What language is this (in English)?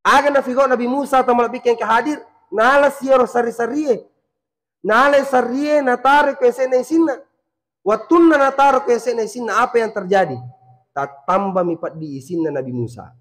Buginese